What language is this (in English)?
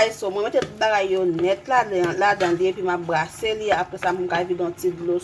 Haitian Creole